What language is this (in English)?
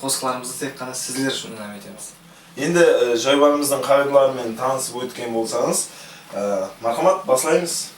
Kara-Kalpak